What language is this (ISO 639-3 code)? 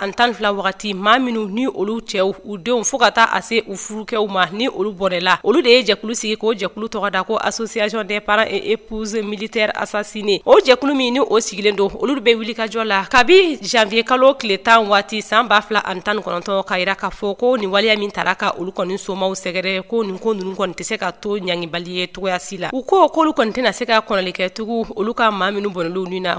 bam